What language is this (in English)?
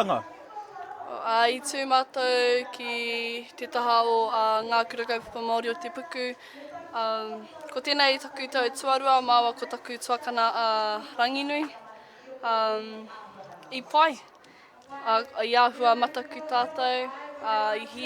Māori